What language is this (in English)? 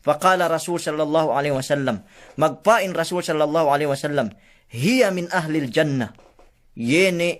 Yakan